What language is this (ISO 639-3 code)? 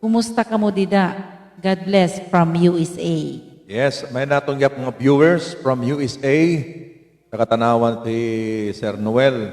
war